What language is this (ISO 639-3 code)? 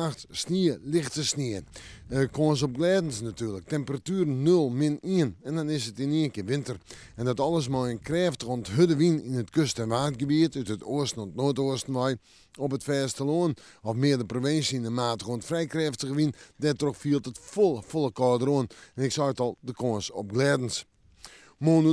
fry